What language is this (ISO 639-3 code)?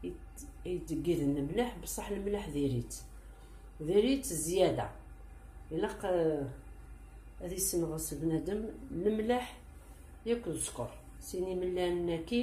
kab